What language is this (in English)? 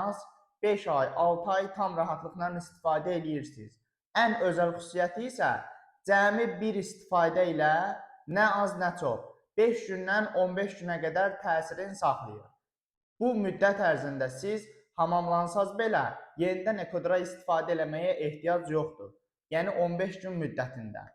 Azerbaijani